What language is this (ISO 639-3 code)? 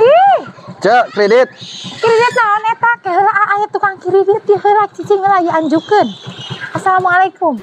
sun